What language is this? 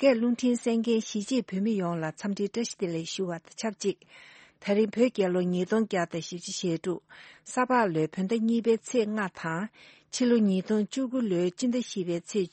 Tibetan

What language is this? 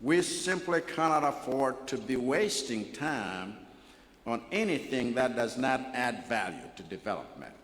Nyanja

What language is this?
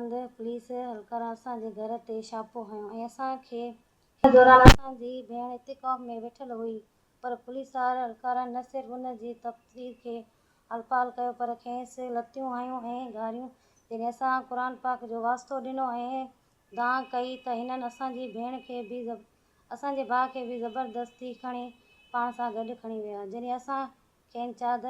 Sindhi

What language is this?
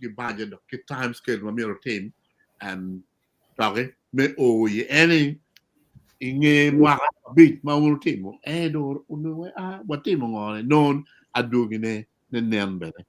Acoli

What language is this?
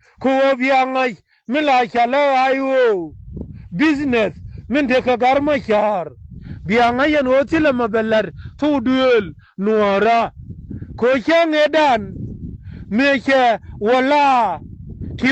Nuer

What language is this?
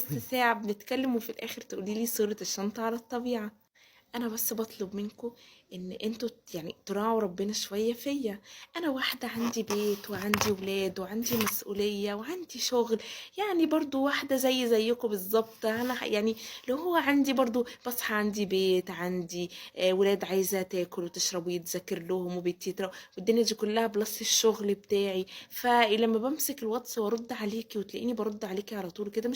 Egyptian Arabic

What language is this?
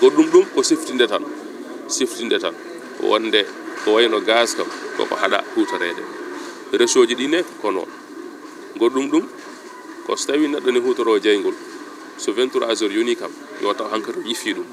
Fula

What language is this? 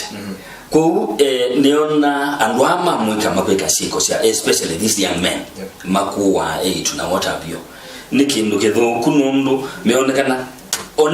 Kamba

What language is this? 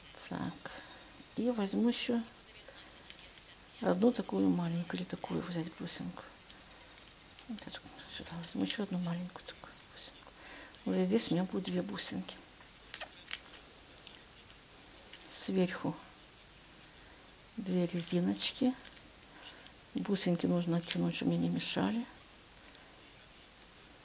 Russian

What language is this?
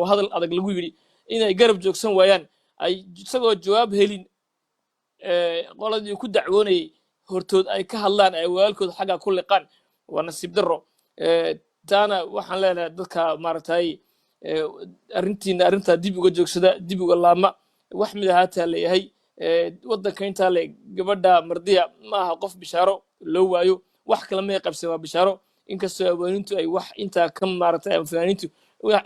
Somali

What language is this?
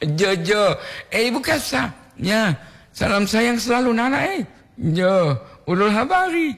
Gorontalo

